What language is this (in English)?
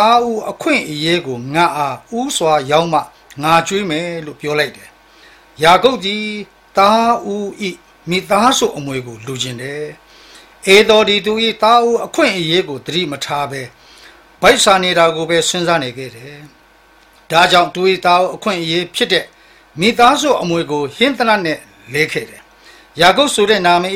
Burmese